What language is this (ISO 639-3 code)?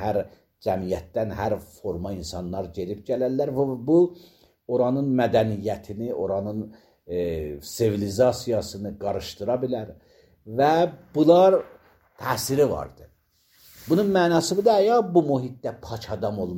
aze